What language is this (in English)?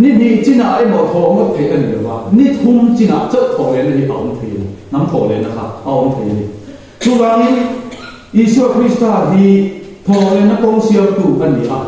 Mizo